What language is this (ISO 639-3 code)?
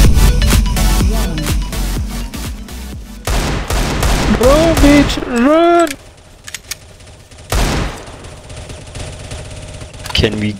eng